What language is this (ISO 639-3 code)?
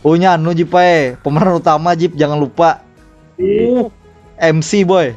bjn